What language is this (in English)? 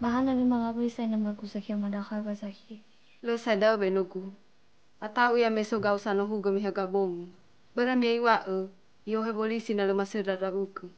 Nias